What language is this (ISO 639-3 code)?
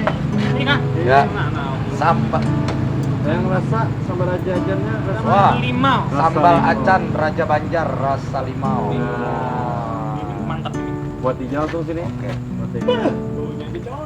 bjn